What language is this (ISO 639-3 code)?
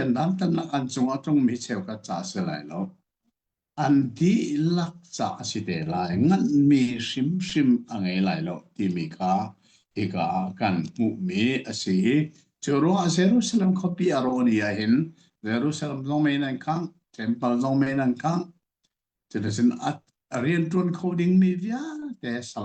cnh